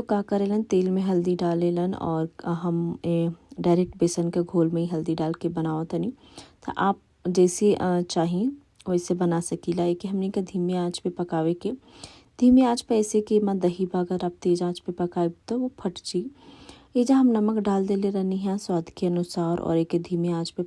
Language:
Bhojpuri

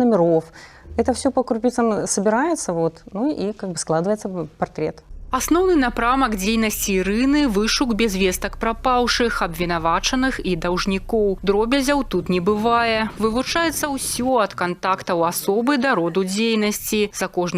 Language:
Belarusian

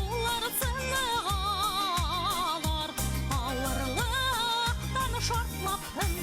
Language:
Bashkir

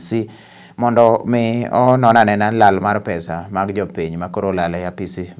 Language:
Luo (Kenya and Tanzania)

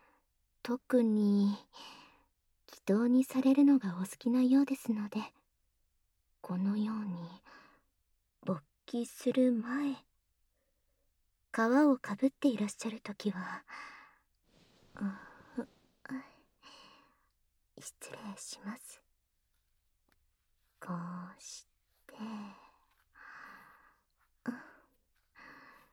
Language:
Japanese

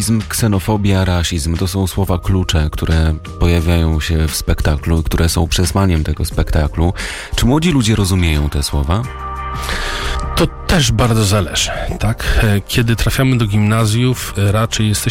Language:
Polish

